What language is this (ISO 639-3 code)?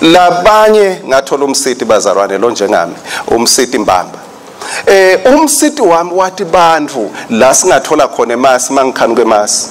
ssw